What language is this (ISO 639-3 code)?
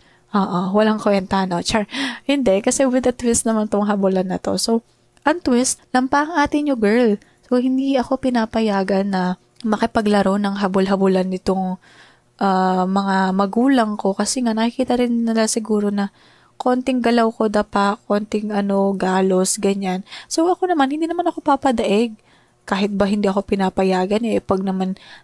fil